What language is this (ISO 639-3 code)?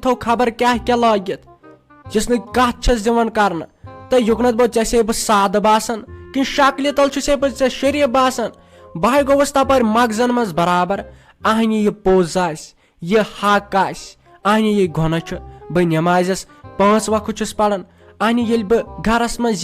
kas